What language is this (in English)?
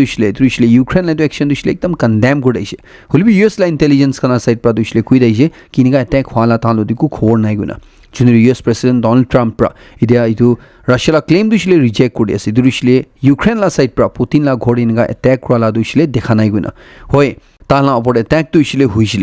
Naga Pidgin